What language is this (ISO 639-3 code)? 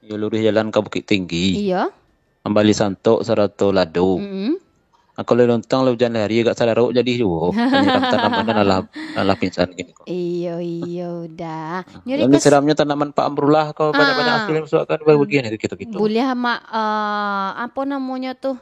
min